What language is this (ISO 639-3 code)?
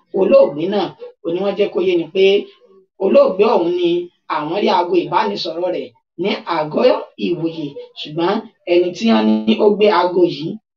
yor